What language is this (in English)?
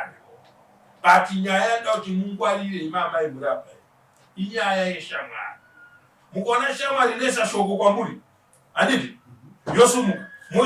Shona